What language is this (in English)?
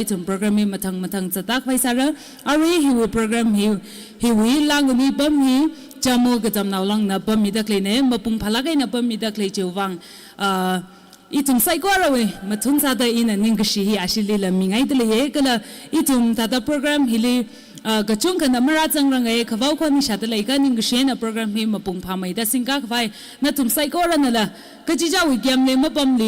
Tangkhul Naga (India)